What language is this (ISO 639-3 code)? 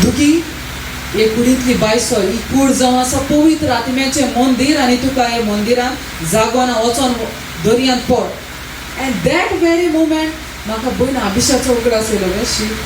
kok